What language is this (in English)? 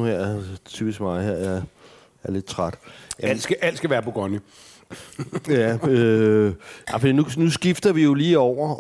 Danish